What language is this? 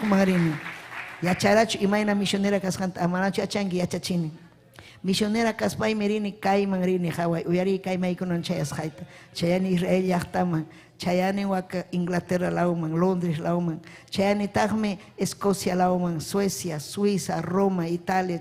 Ayacucho Quechua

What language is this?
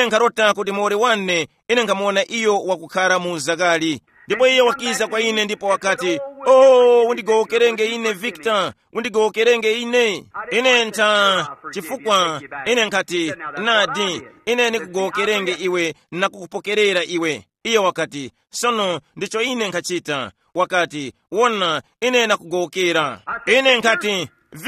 Tumbuka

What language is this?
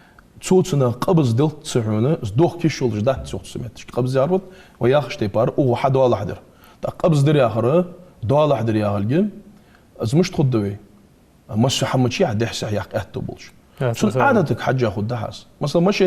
Ingush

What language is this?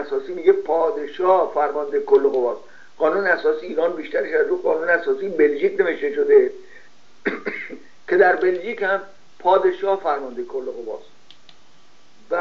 Persian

